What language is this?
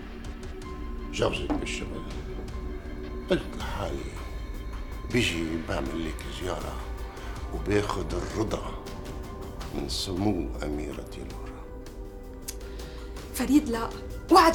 North Levantine Arabic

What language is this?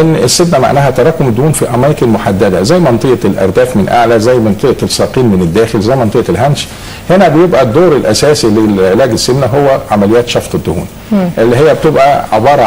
Egyptian Arabic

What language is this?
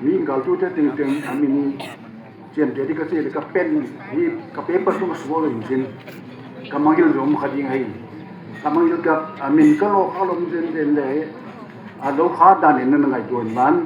Tedim Chin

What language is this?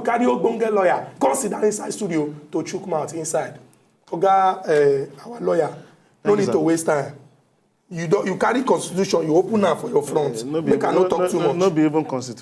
Nigerian Pidgin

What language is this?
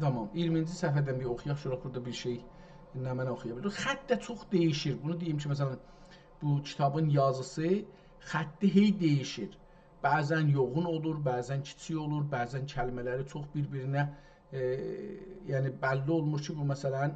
South Azerbaijani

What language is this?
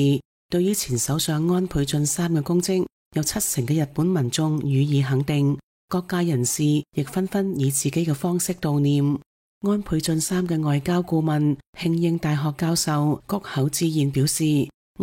Cantonese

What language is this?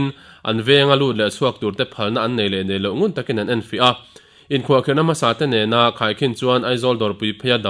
Mizo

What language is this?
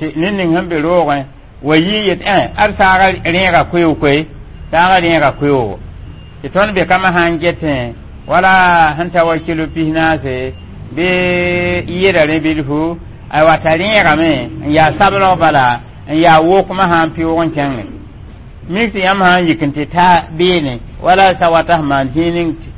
Mossi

